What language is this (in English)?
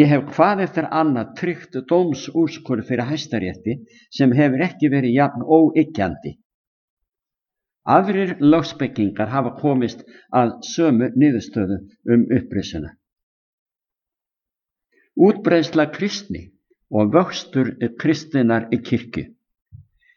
Icelandic